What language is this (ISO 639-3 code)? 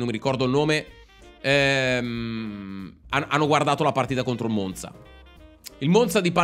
ita